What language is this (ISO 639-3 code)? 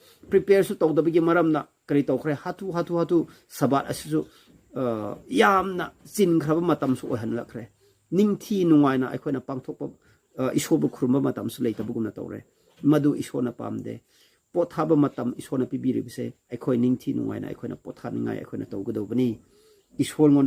mni